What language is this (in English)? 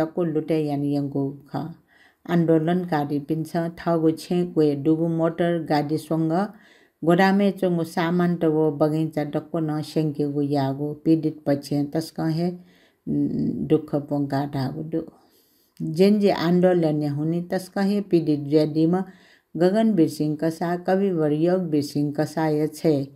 Newari